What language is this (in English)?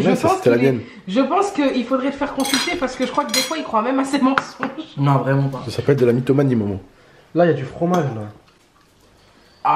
French